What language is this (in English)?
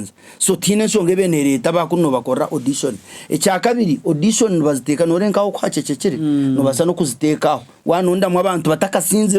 Nyankole